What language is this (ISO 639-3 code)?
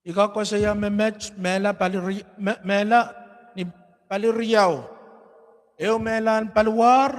pon